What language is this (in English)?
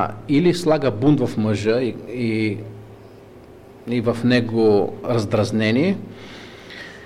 Bulgarian